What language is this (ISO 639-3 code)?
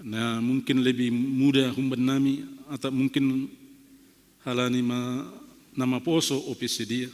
bts